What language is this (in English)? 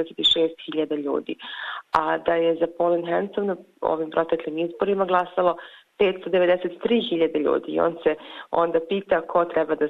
Bosnian